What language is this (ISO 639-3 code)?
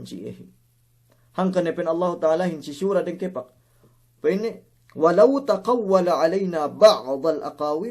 yka